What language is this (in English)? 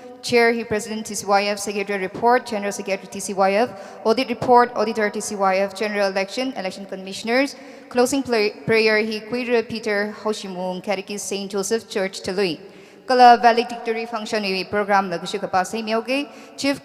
Tangkhul Naga (India)